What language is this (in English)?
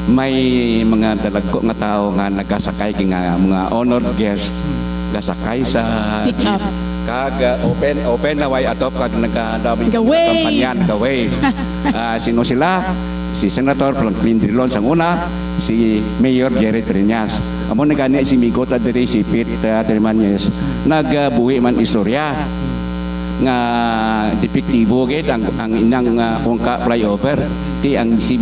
Hiligaynon